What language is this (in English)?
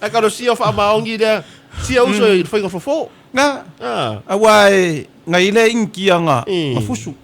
Samoan